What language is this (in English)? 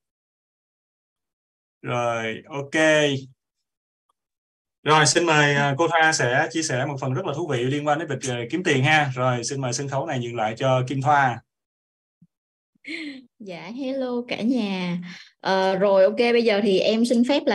Vietnamese